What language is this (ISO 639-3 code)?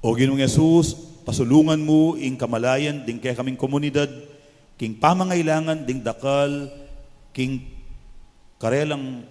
pam